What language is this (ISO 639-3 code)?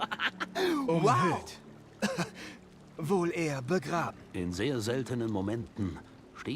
bar